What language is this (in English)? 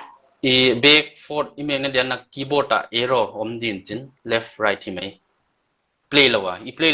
Paite Chin